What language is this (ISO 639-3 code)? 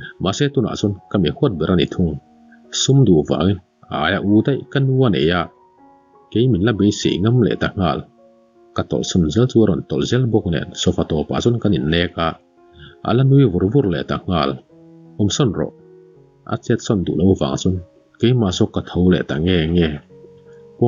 lus